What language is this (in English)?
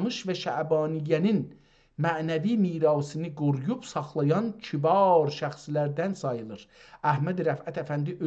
South Azerbaijani